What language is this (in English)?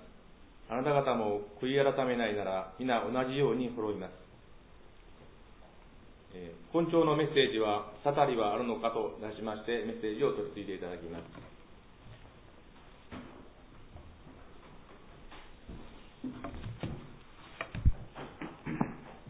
Japanese